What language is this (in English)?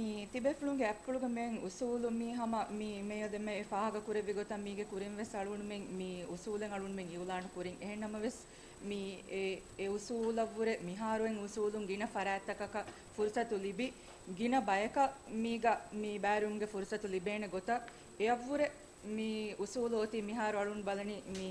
Divehi